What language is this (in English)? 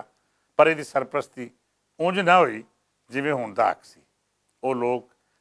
Western Panjabi